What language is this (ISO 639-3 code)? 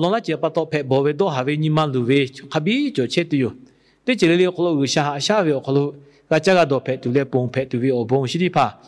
lhu